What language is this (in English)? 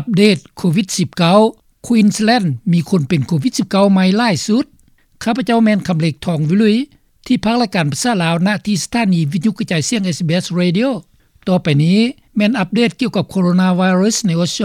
Lao